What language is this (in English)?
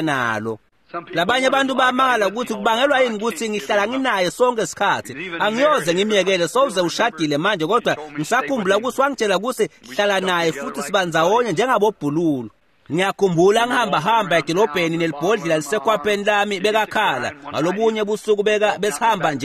Swati